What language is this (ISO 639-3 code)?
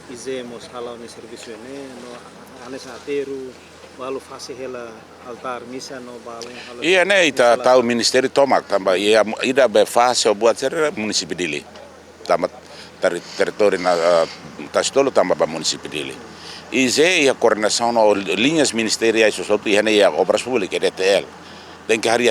tet